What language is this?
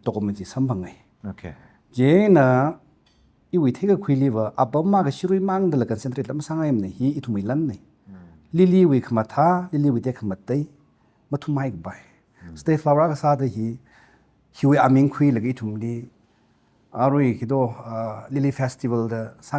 Tangkhul Naga (India)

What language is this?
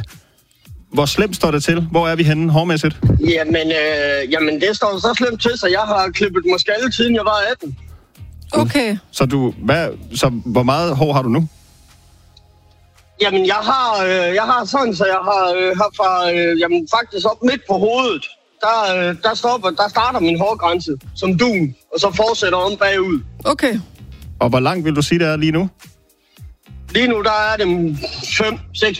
Danish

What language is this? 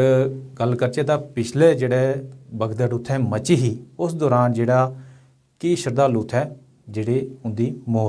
Dogri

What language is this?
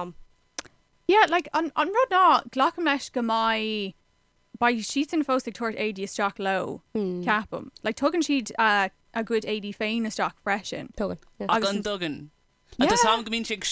Irish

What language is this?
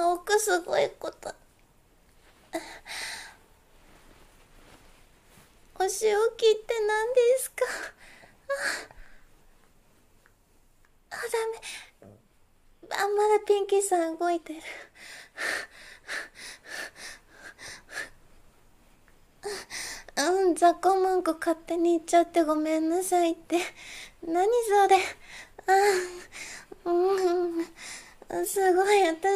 Japanese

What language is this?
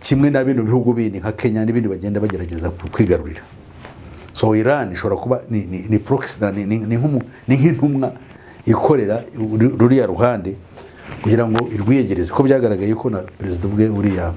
Kinyarwanda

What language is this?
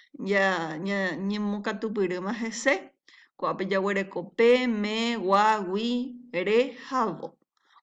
Guarani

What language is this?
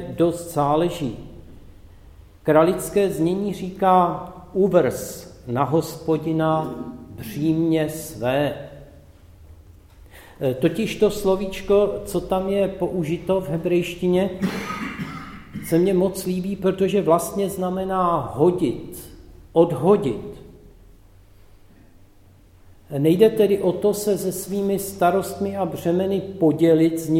Czech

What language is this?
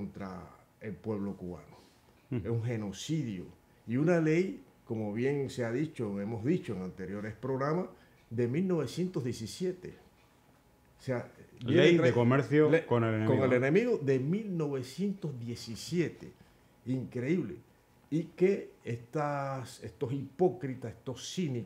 Spanish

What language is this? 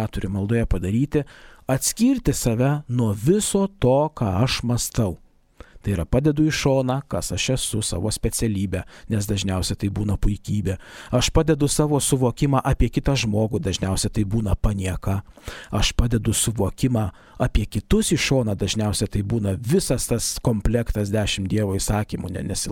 Lithuanian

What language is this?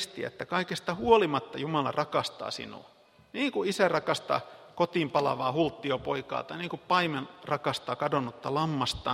Finnish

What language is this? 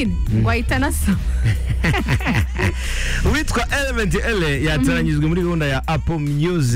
Kinyarwanda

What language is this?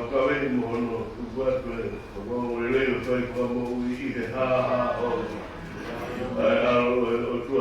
Tongan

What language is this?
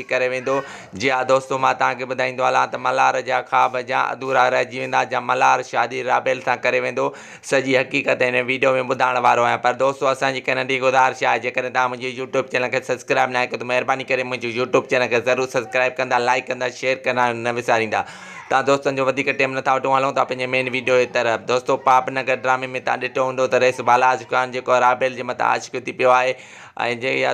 Sindhi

